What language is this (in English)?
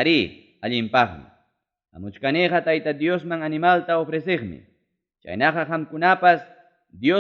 Ayacucho Quechua